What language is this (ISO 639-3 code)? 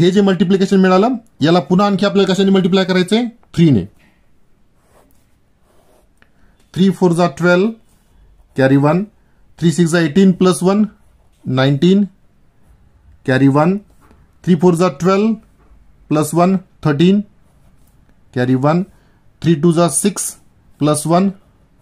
mar